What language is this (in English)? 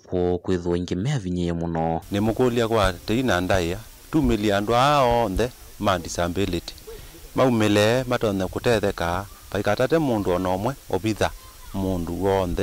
Kamba